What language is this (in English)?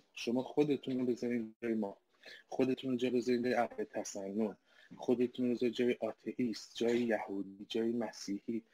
Persian